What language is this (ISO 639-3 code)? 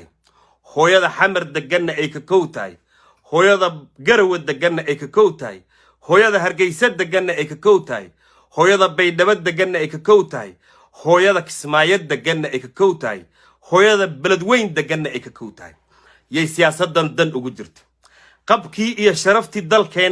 som